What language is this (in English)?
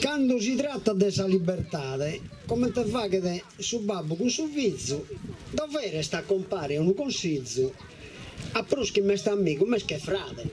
Sardinian